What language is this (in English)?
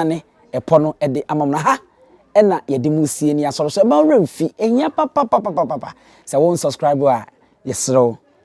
Akan